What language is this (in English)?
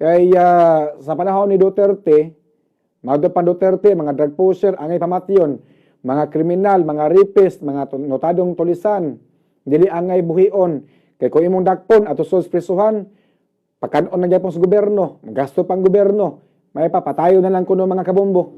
Cebuano